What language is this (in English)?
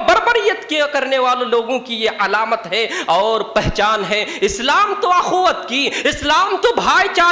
Urdu